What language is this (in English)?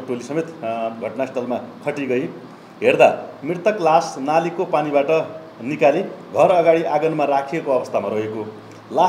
Nepali